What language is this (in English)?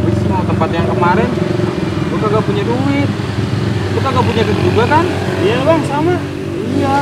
Betawi